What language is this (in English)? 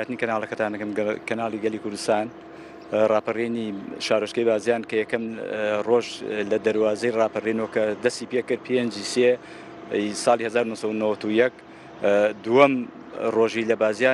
Central Kurdish